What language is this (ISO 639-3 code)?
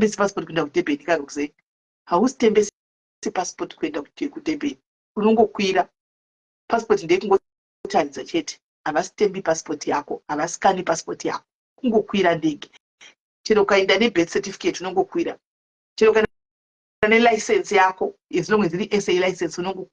sna